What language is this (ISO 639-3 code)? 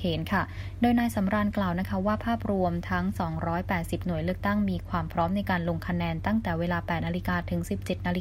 tha